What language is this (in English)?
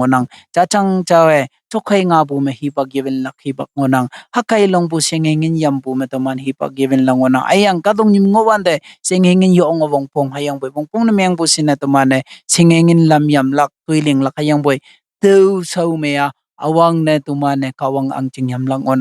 Konyak Naga